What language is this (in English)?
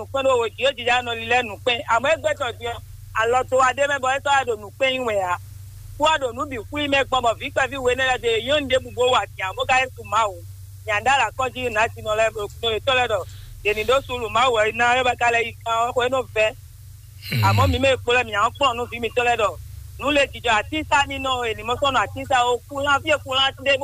Fon